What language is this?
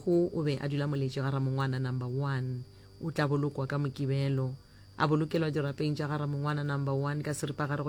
Northern Sotho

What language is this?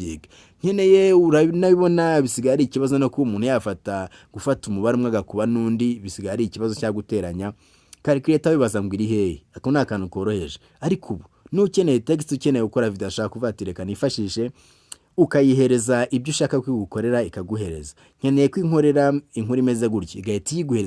Kinyarwanda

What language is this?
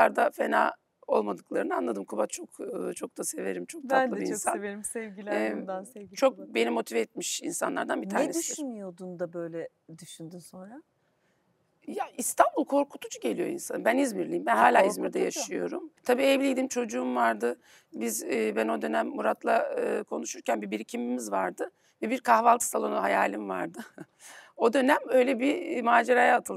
Turkish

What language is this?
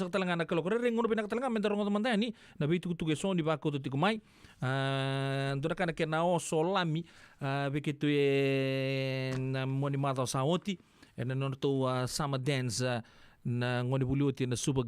Fijian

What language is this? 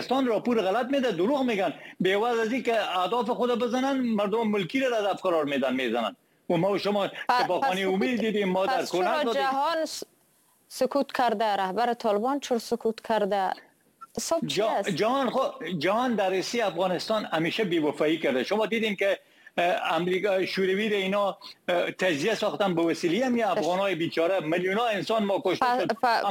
Persian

